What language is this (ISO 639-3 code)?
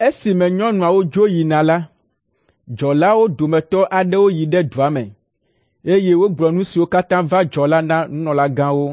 ewe